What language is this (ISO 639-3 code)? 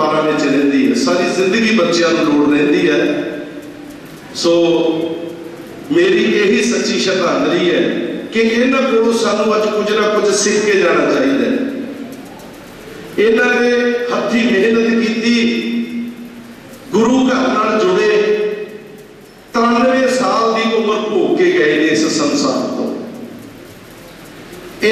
pan